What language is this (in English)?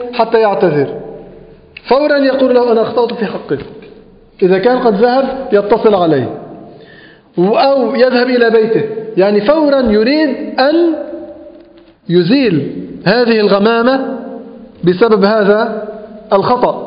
Arabic